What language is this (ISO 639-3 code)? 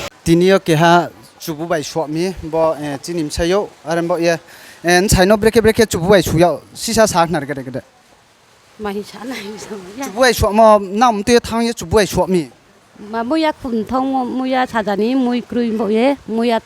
ria